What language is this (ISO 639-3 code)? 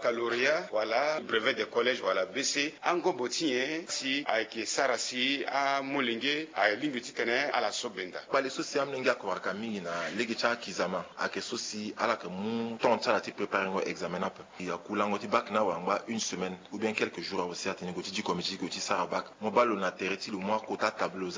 sag